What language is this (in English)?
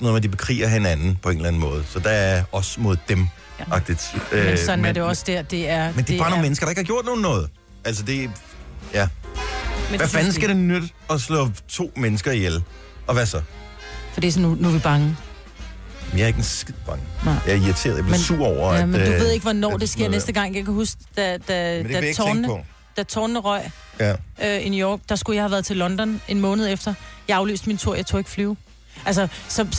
Danish